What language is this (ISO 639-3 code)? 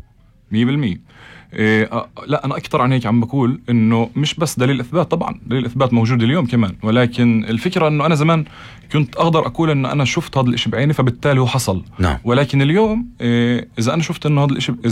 apc